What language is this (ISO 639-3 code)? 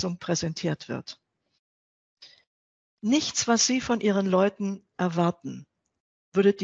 deu